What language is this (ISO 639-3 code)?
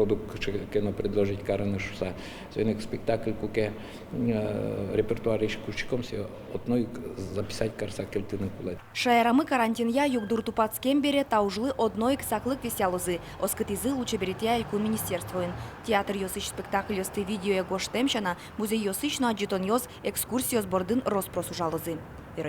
udm